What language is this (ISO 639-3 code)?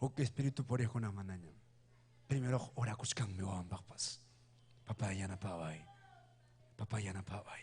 quy